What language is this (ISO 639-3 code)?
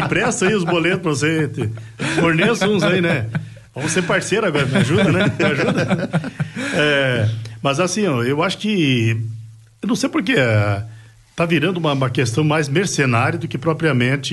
por